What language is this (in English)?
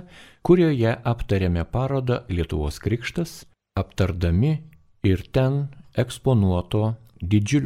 Lithuanian